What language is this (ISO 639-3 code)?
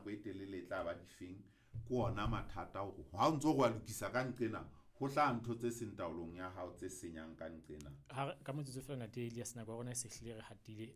sot